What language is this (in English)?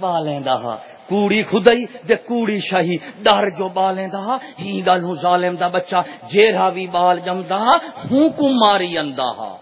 Saraiki